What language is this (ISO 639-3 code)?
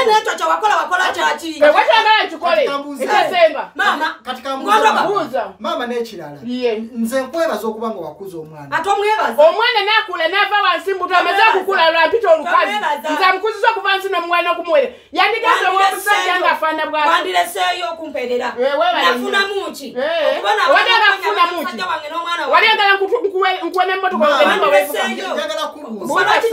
lug